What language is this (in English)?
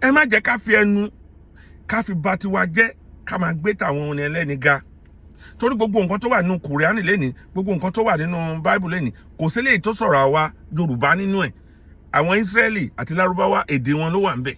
Yoruba